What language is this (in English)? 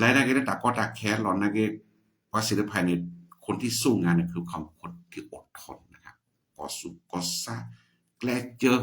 S'gaw Karen